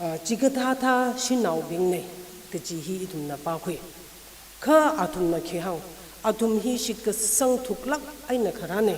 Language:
Tangkhul Naga (India)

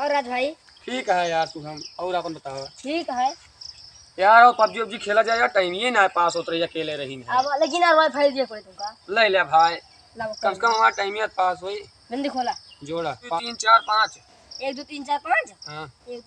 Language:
Awadhi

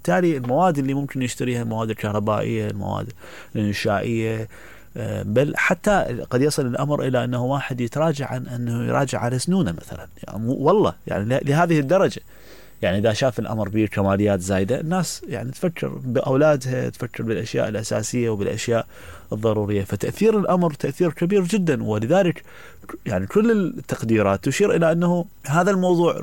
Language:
Mesopotamian Arabic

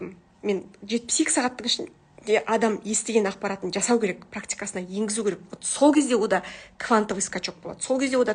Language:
Kazakh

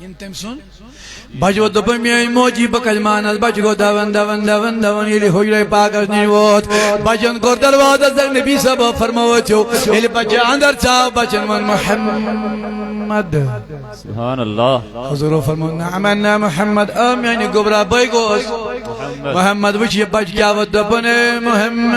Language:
Kashmiri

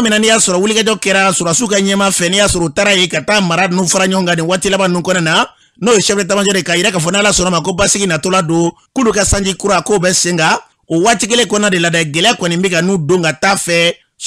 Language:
Bambara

